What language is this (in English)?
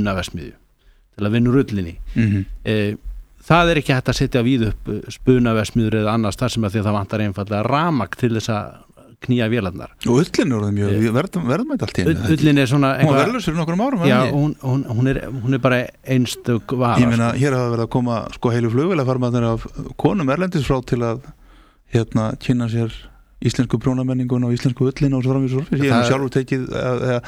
Icelandic